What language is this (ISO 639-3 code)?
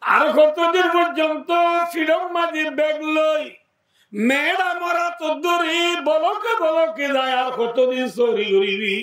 rhg